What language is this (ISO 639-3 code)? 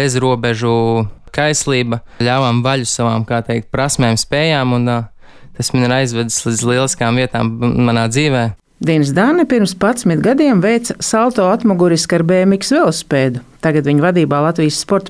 lav